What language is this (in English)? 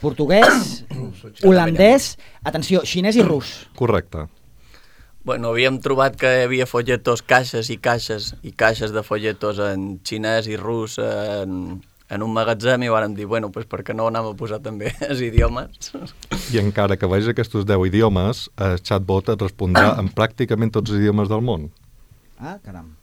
Catalan